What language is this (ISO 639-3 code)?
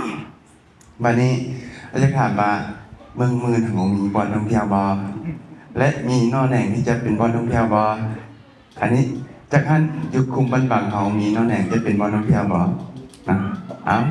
lao